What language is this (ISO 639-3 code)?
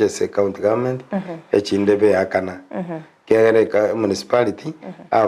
guz